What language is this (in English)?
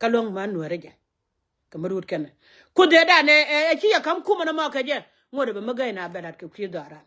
Nuer